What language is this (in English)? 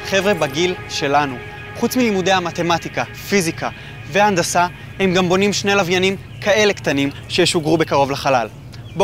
Hebrew